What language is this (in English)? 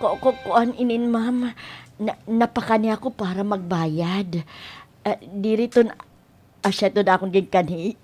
Waray